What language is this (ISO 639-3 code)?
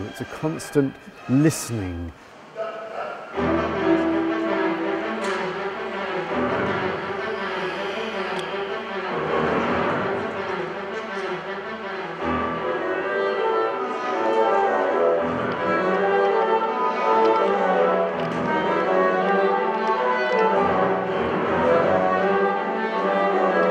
eng